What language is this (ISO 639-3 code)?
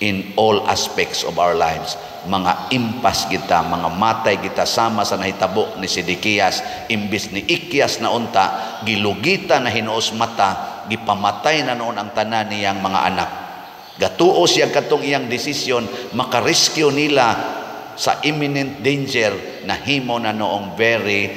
ceb